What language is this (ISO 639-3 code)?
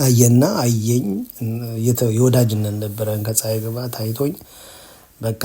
amh